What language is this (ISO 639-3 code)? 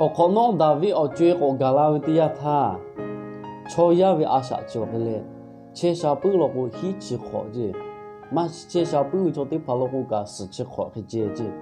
lhu